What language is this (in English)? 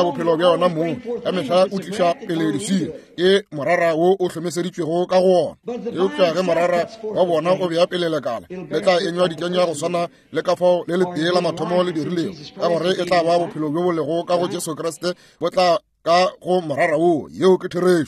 Northern Sotho